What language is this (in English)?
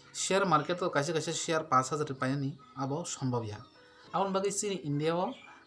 Kok Borok